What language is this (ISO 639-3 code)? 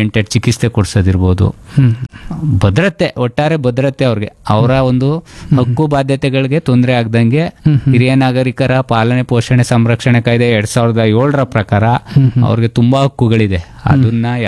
kan